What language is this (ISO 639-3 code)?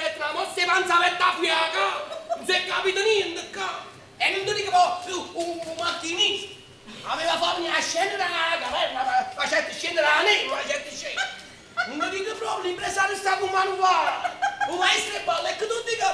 nap